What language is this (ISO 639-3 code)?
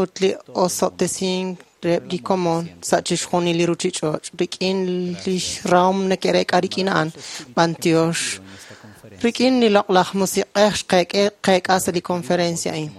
kek